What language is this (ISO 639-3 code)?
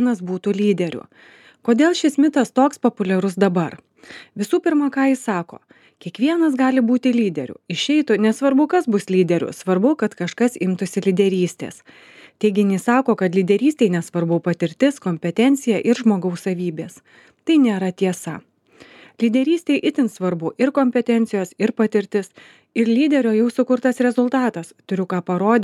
lit